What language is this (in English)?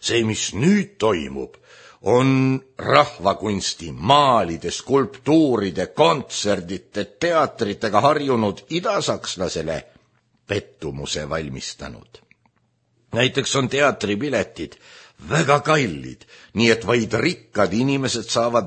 Estonian